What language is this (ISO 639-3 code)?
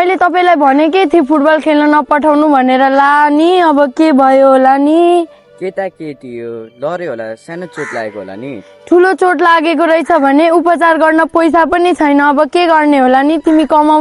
nep